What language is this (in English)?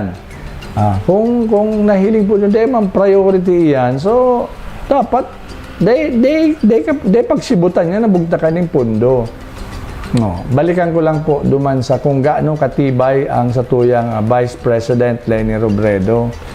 Bikol